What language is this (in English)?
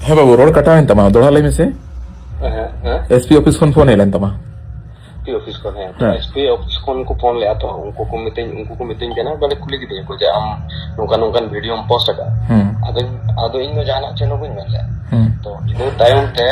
Santali